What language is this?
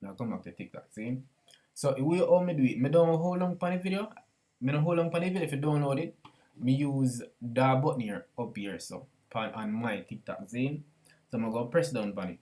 Jamaican Creole English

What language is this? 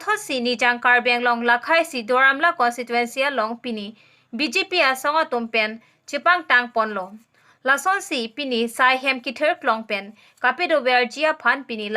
Karbi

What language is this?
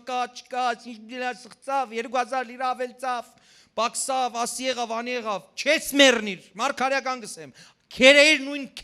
Western Armenian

